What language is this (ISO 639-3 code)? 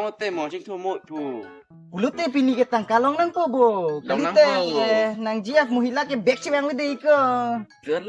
mjw